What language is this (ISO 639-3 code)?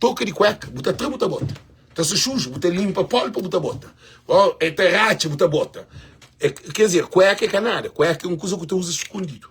kea